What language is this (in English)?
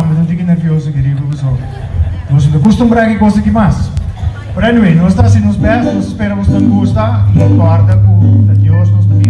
Papiamento